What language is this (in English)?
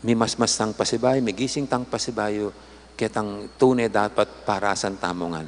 Pampanga